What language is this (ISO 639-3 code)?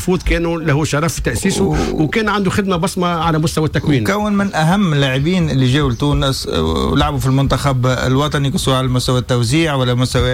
aeb